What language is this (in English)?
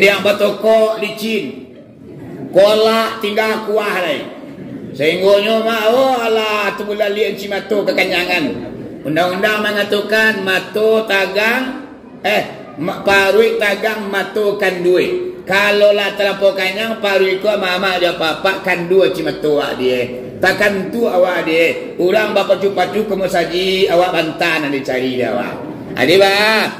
Minangkabau